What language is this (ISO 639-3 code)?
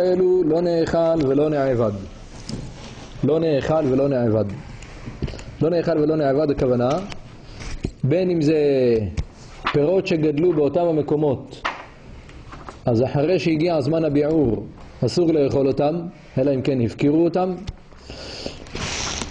heb